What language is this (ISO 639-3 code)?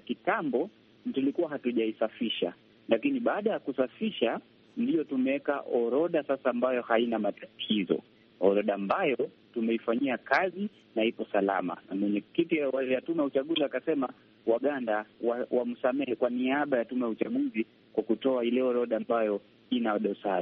swa